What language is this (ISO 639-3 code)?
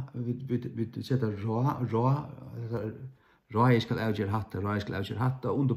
fao